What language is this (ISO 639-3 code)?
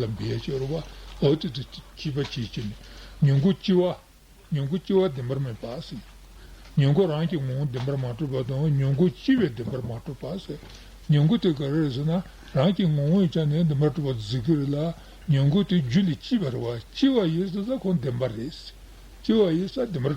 bod